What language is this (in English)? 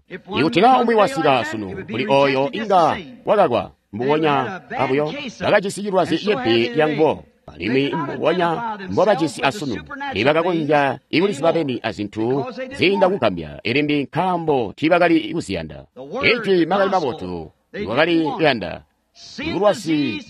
Tonga (Zambia)